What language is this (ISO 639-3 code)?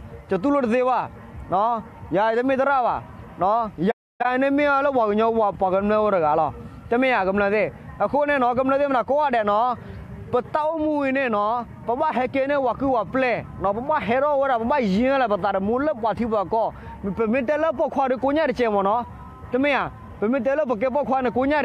ksw